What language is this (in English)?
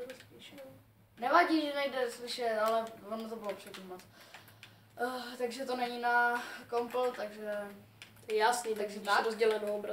Czech